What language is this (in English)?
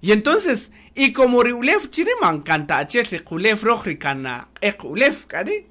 Kaqchikel